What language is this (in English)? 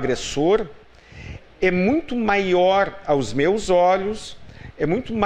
Portuguese